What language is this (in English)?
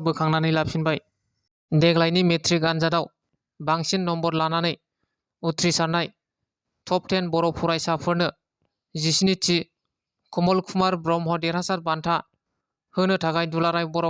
Bodo